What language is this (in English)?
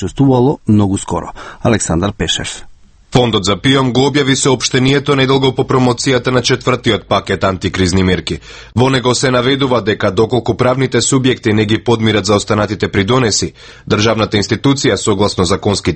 Macedonian